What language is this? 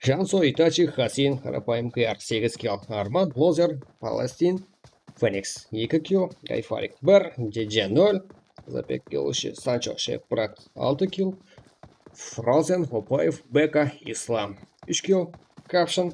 Kara-Kalpak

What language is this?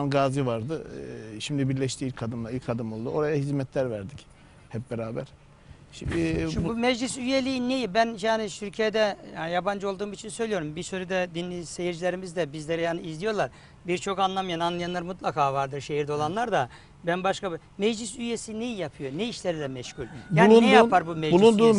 Turkish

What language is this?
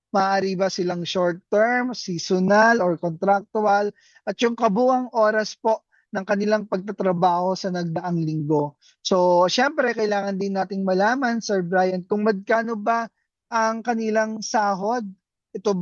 Filipino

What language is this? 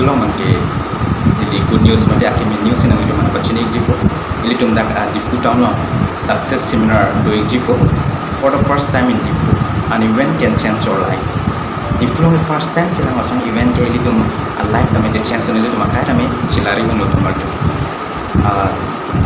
Karbi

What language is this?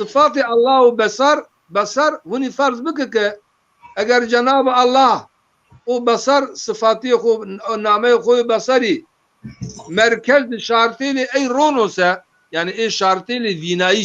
Zaza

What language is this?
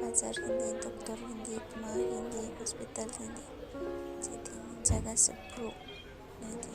Riang (India)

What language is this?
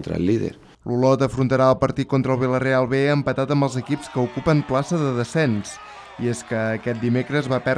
Catalan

